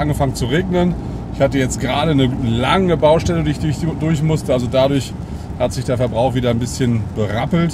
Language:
German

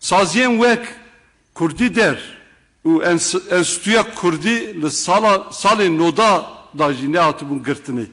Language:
Kurdish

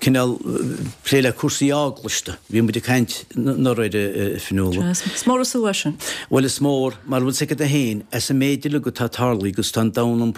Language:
Irish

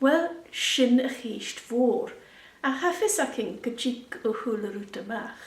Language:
Scottish Gaelic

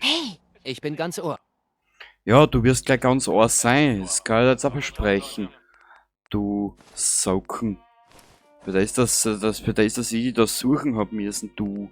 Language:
Bavarian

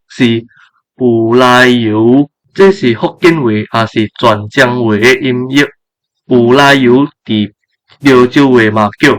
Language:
Min Nan Chinese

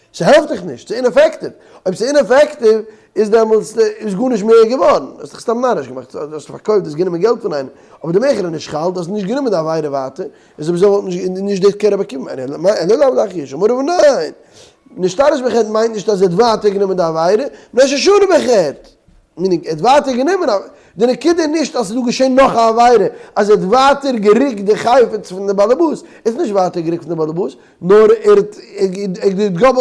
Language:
Yiddish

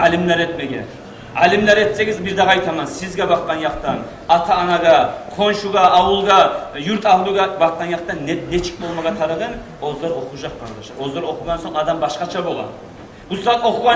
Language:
Kumyk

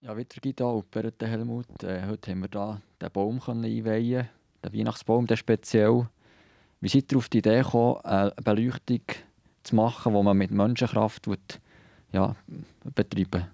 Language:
Swiss German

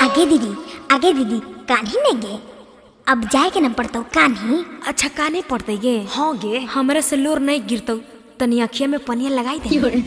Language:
Magahi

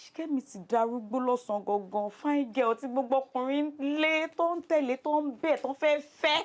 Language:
Yoruba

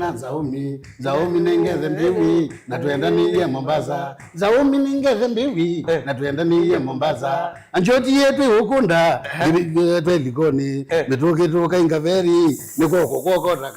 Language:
Kamba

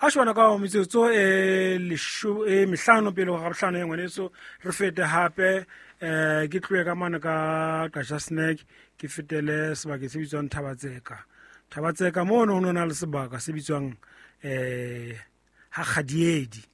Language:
Southern Sotho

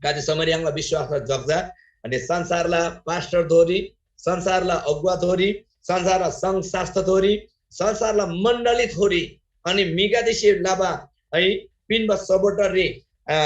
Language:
Eastern Tamang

